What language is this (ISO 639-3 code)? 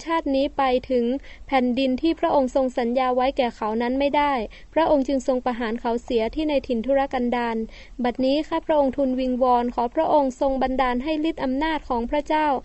tha